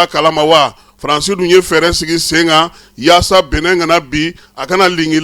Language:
Bambara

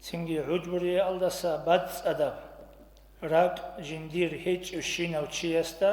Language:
Avaric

